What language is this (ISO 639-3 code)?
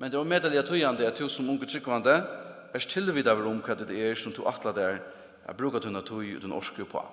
fao